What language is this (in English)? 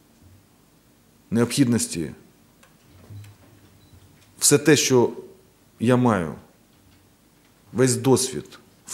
Ukrainian